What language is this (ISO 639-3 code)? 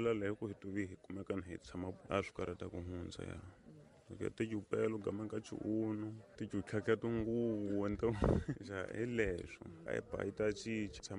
tso